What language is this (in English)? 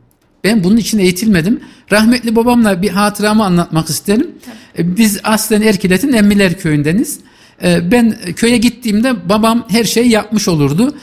Turkish